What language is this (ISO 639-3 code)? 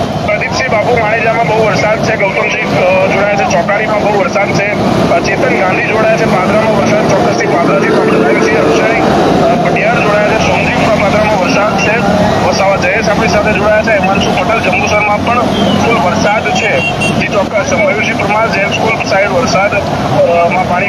guj